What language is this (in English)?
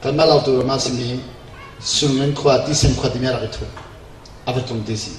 Hakha Chin